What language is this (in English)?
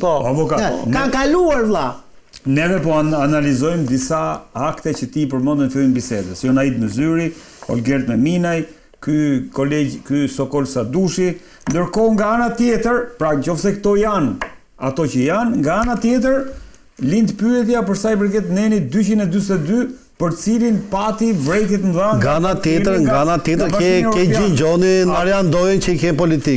Albanian